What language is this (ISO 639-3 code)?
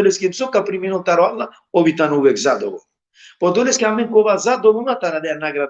rmn